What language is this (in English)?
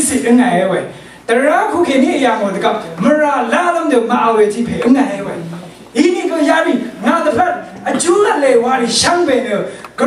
Rawang